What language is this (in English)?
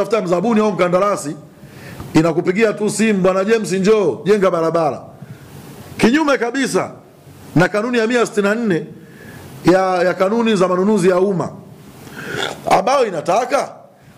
Swahili